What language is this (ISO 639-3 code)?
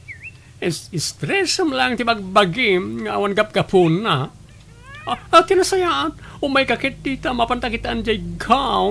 ilo